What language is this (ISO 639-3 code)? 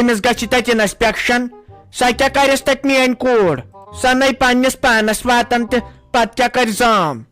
kas